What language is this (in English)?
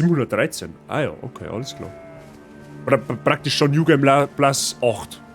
Bavarian